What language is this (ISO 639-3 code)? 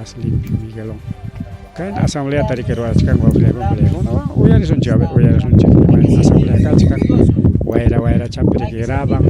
quy